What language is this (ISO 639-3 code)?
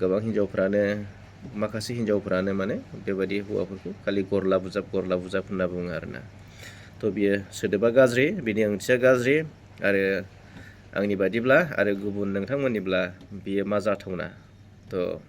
brx